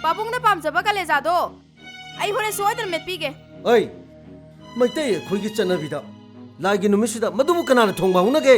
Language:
Manipuri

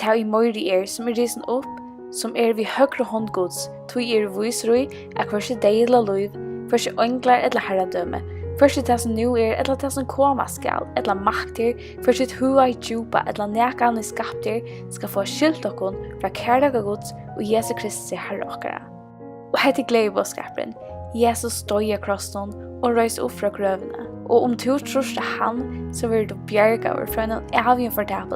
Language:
Faroese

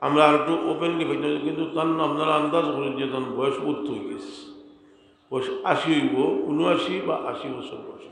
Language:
Sylheti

